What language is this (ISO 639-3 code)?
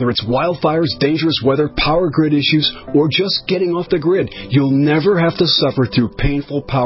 eng